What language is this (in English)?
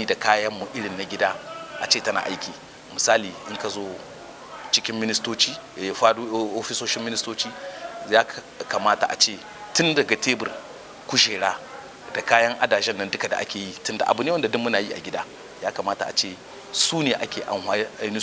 Hausa